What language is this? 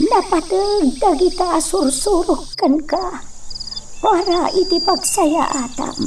Iloko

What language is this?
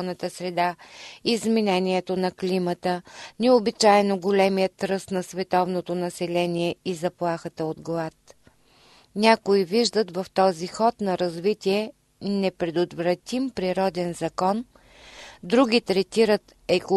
Bulgarian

